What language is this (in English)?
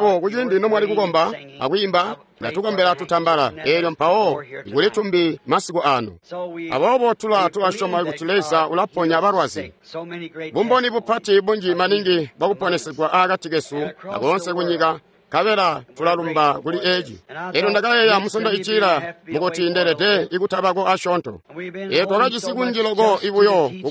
Tonga (Zambia)